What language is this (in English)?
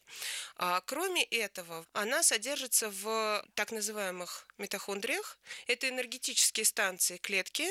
Russian